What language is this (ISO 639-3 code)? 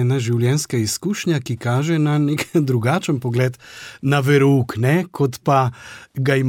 slv